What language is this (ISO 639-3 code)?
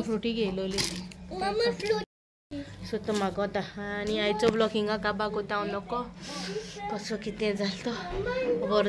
kok